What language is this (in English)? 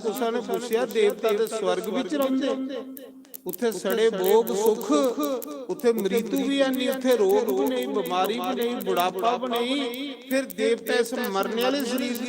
Dogri